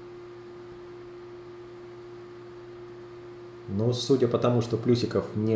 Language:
Russian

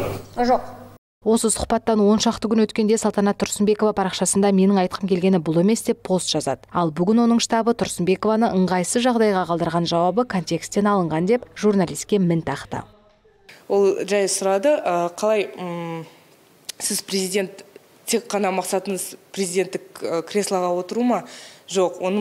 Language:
Kazakh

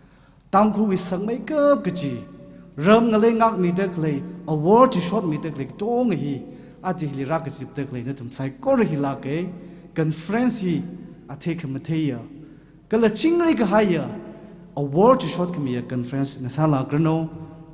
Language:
Tangkhul Naga (India)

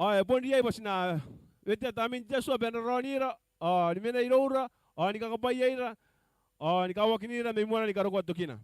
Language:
Gilbertese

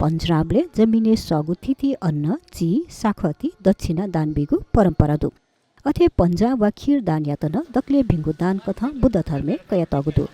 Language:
Newari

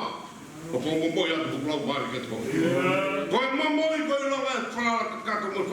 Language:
Tongan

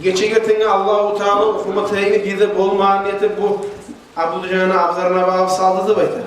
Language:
Kumyk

